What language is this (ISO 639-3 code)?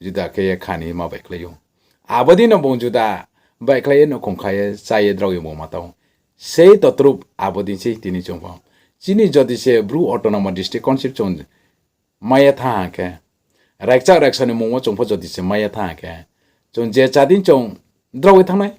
ria